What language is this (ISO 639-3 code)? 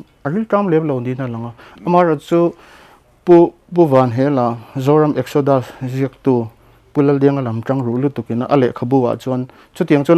lus